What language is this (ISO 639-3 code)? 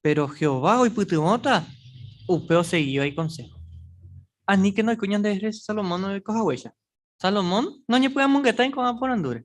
grn